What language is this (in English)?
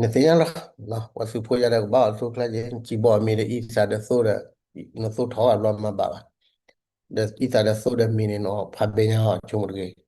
S'gaw Karen